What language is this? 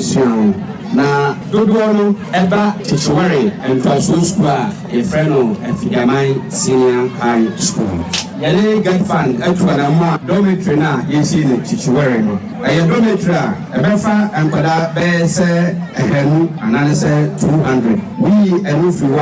Akan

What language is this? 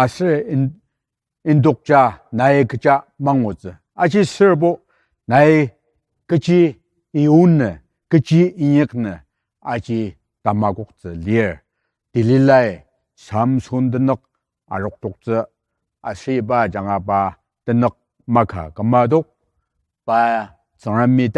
Ao Naga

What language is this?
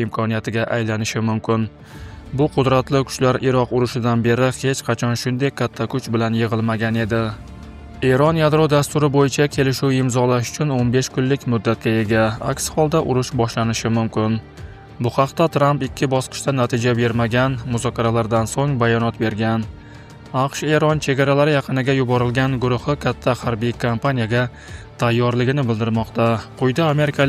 Uzbek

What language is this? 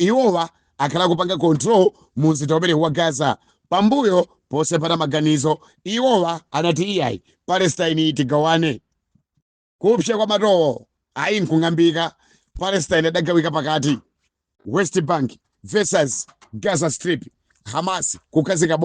Nyanja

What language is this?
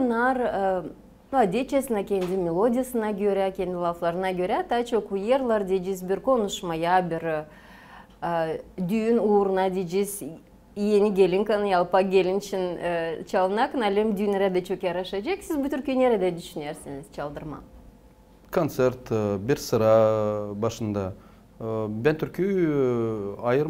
Gagauz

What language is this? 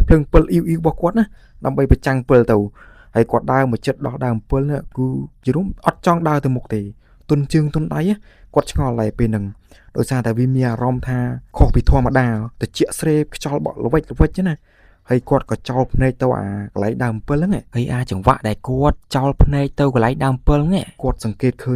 Khmer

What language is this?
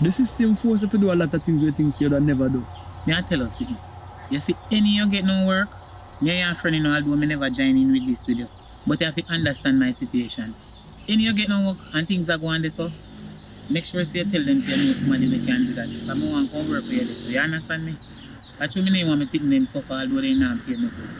Jamaican Creole English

